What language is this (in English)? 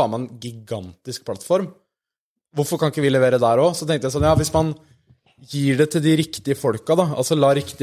Norwegian